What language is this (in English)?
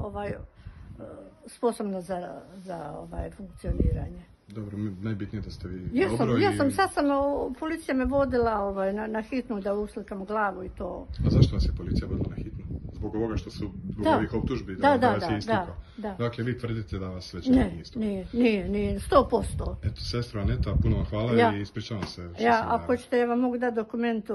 Croatian